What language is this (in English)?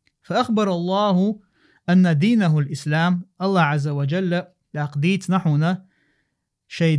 Chechen